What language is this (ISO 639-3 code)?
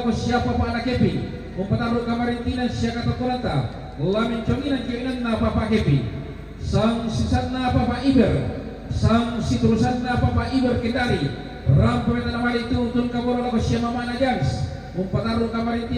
sda